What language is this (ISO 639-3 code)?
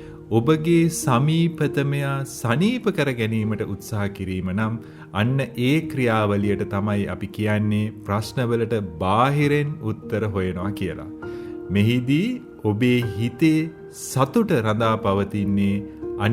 sin